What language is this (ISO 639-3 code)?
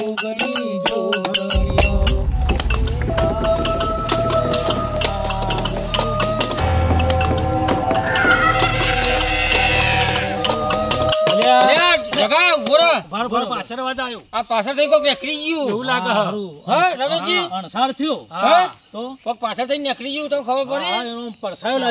guj